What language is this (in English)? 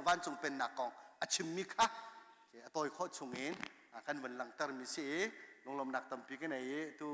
Hakha Chin